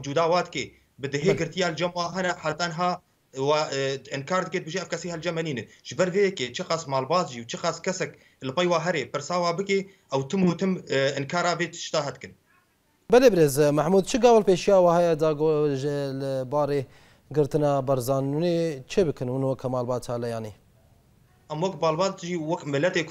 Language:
Kurdish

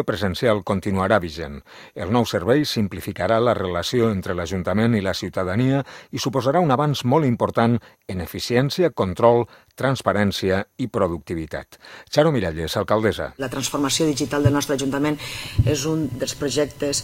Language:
Catalan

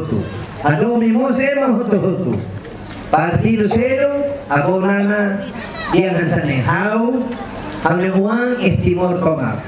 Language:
Tetum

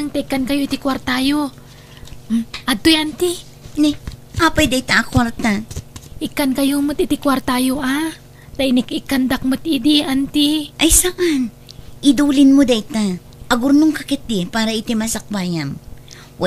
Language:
Iloko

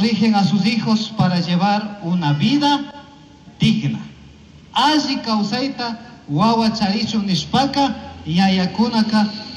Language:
Chimborazo Highland Quichua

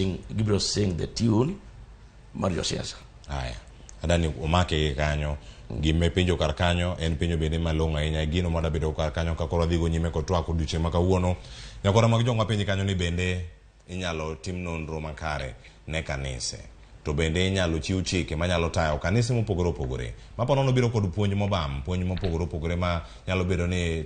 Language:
Luo (Kenya and Tanzania)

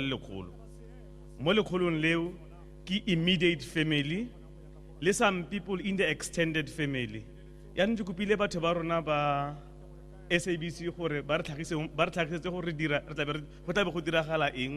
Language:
Tswana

